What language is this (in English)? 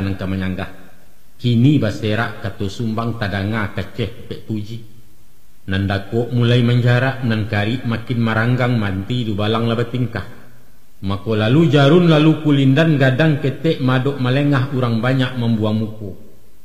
Minangkabau